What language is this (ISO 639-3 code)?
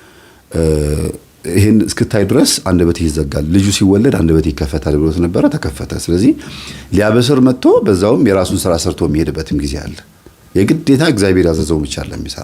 amh